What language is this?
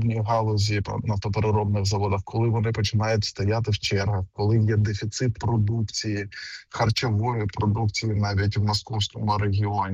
Ukrainian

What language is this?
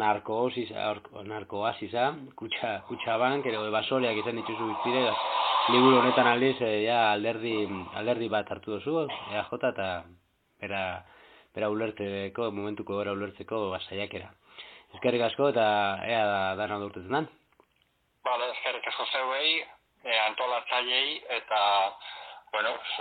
Basque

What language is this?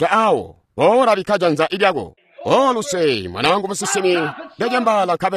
Tonga (Zambia)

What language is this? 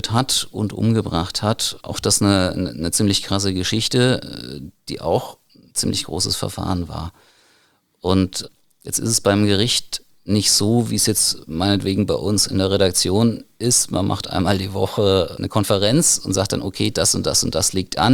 German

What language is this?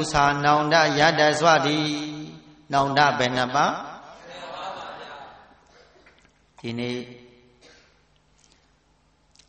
Burmese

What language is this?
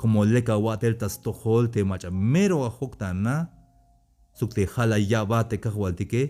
Tzeltal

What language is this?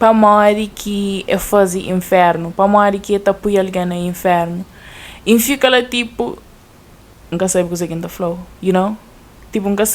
Kabuverdianu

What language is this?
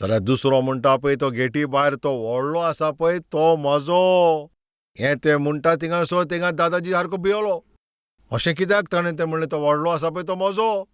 Konkani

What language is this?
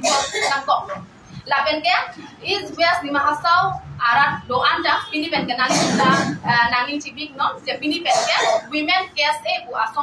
Karbi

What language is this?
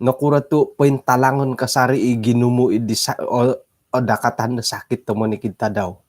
Central Dusun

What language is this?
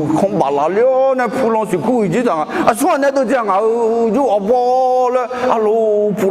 Akha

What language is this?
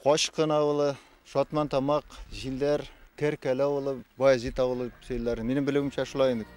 Bashkir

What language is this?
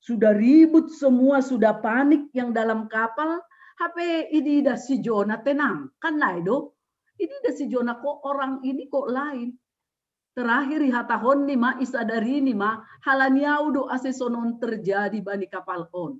Batak Simalungun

